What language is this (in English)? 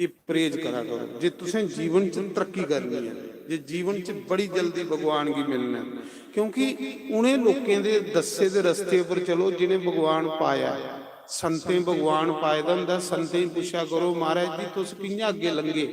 Dogri